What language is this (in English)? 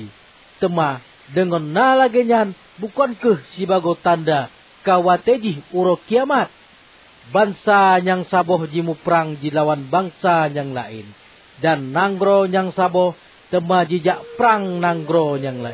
Achinese